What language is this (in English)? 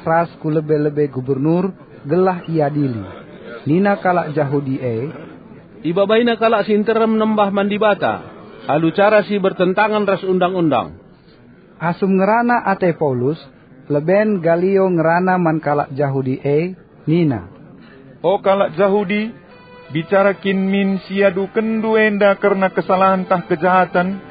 Batak Karo